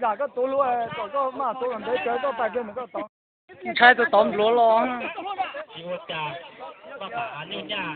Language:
Hmong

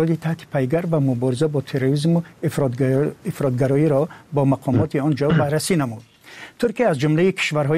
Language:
Tajik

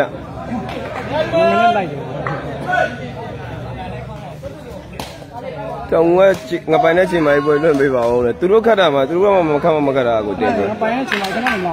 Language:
Burmese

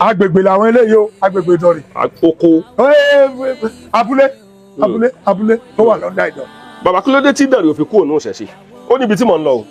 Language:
Yoruba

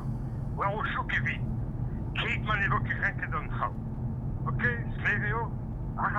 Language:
Breton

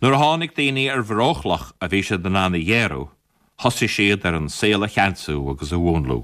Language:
Irish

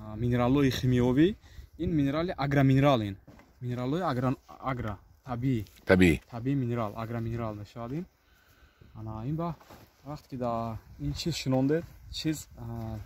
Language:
Tajik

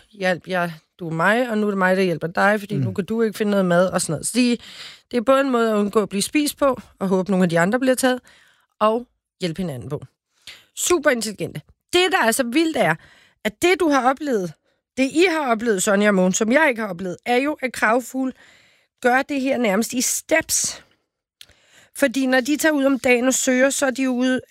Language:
Danish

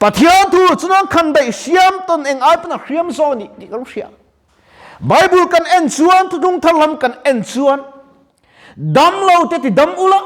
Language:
Mizo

